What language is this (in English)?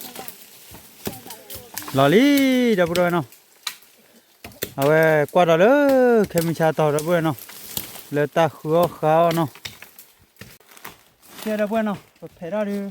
S'gaw Karen